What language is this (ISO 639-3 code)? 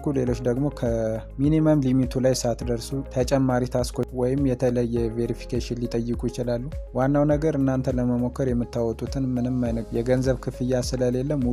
amh